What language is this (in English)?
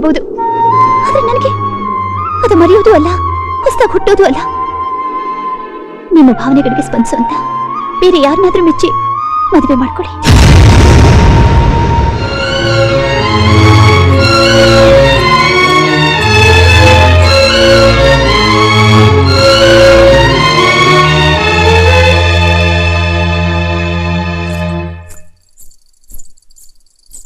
Kannada